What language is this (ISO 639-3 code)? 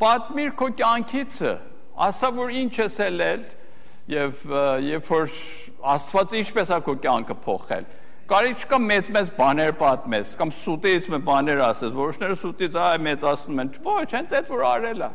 hye